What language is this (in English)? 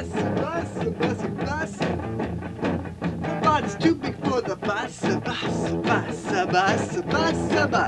English